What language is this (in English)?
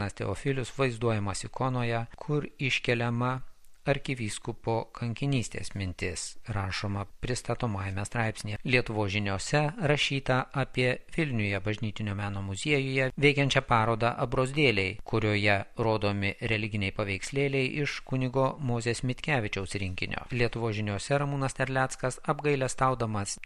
Lithuanian